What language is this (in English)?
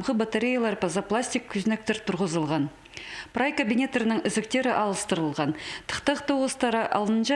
Khakas